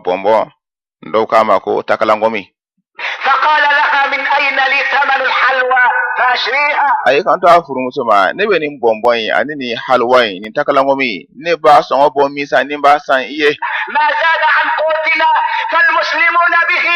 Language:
Bambara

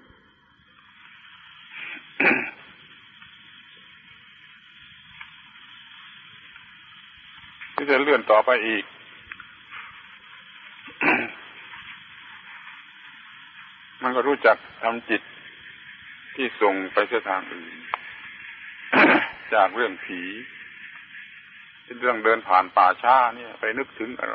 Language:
Thai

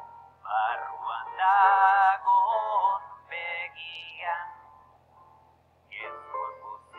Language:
Basque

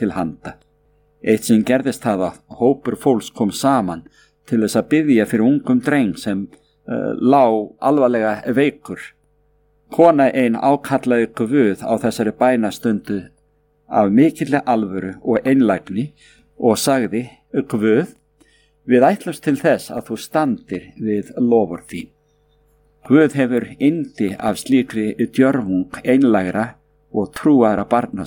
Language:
Icelandic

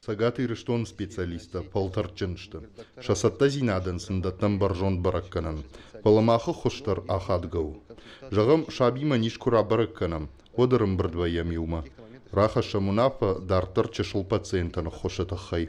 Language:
Ossetic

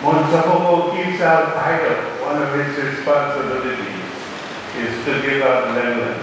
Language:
Pohnpeian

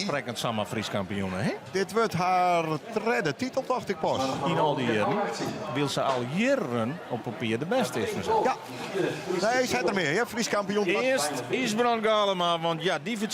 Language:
Western Frisian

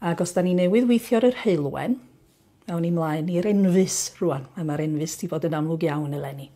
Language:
Welsh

